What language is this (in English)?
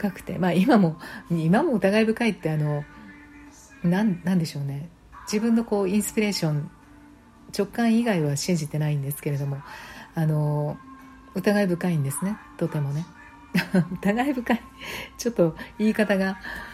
Japanese